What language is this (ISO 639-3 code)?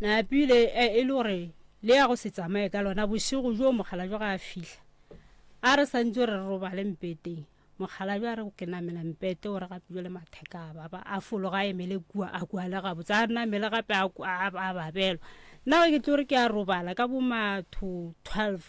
nso